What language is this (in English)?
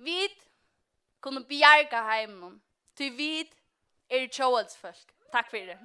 Faroese